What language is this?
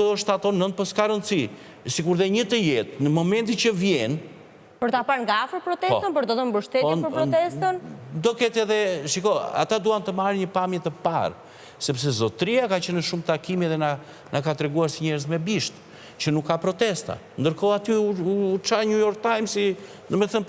Albanian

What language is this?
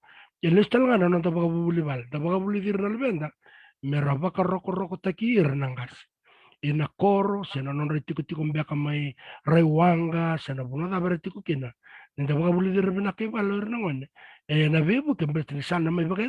Fijian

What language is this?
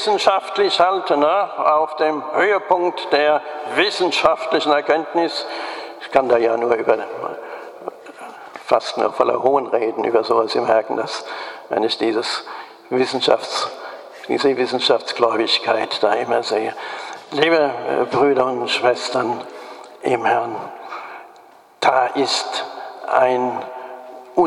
German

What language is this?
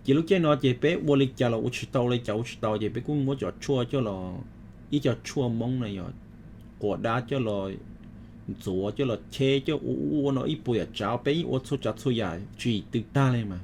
Hmong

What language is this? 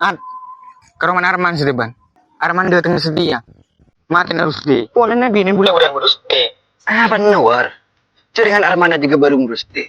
Madurese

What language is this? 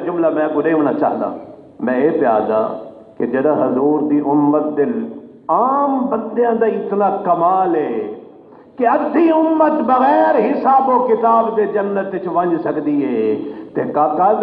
Saraiki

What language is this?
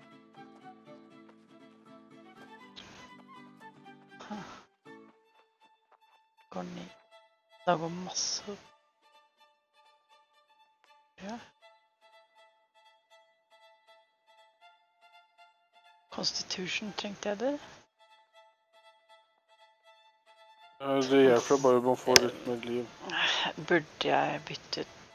Norwegian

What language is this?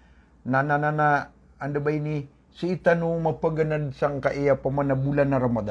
Maranao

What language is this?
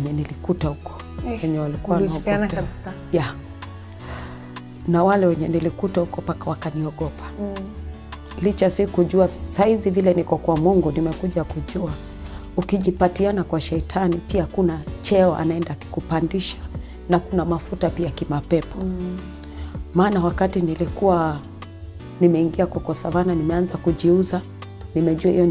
Swahili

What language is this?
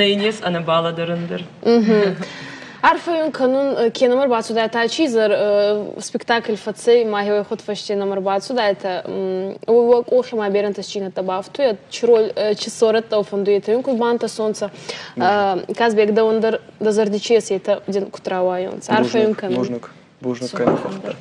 Ossetic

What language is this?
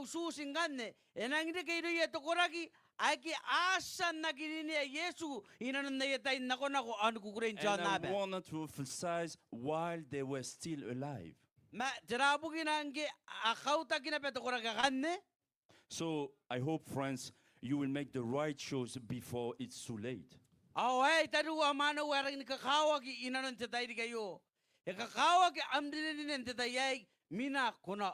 Gilbertese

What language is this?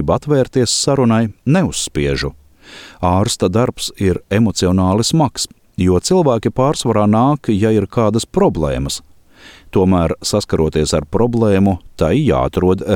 Latvian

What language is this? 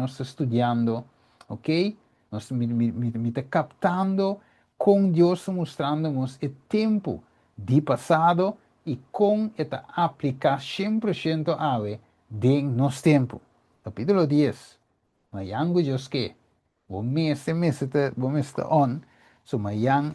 Papiamento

